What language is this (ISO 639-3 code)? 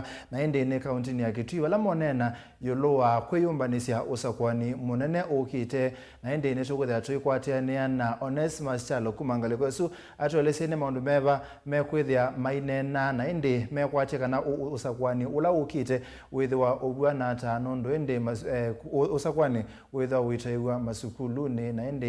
kam